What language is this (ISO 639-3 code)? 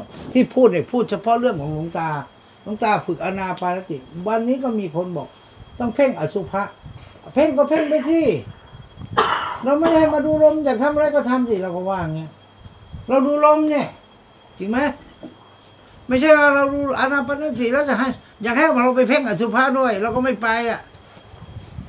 tha